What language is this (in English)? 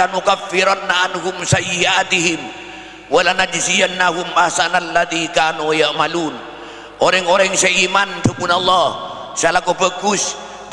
Madurese